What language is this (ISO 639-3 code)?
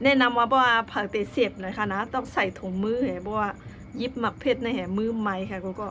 shn